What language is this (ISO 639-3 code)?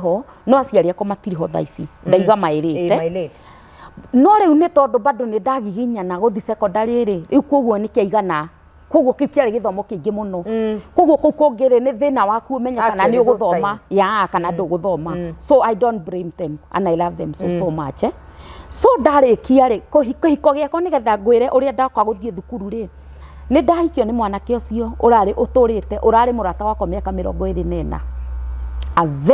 kik